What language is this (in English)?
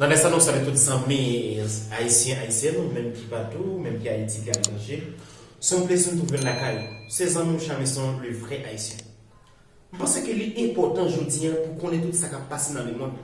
Haitian Creole